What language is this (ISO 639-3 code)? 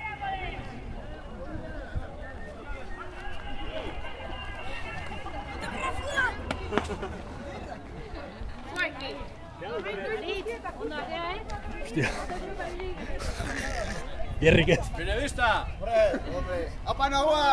eus